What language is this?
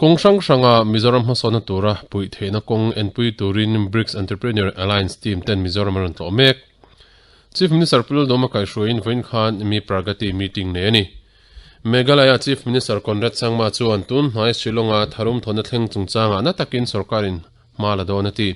Mizo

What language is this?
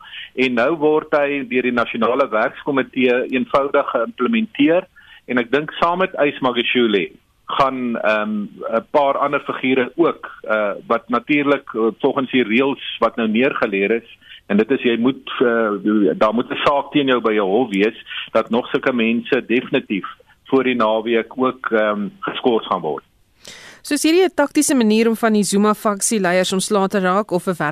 Afrikaans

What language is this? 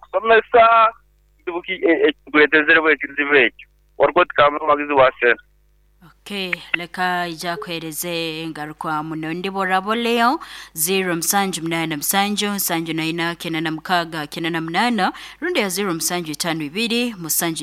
Nyoro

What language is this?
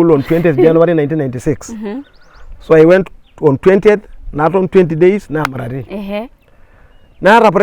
Masai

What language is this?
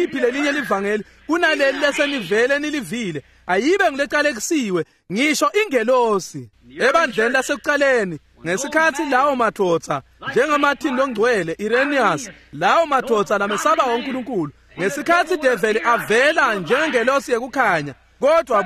Swati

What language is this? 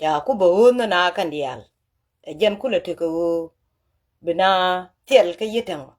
Nuer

